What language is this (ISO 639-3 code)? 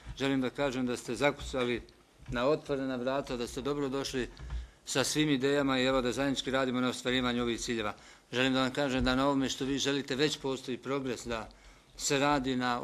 bos